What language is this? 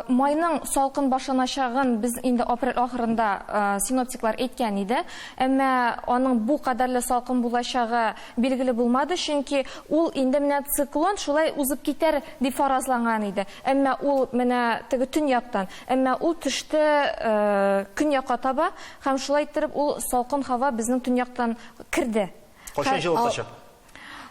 Tatar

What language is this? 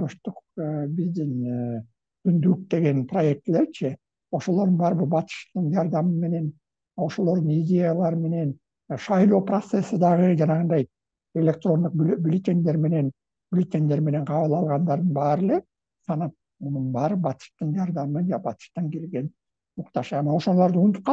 Kyrgyz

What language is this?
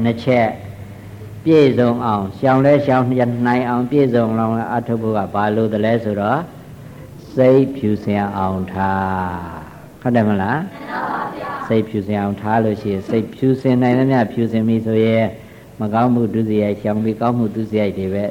Burmese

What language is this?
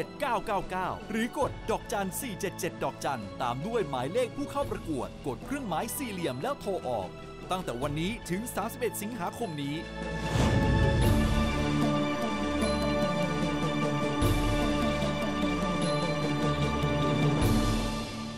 Thai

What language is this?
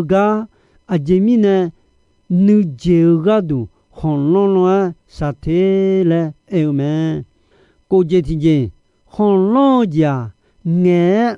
Akha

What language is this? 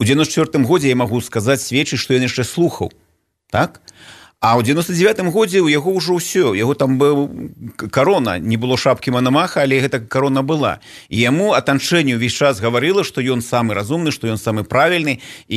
Belarusian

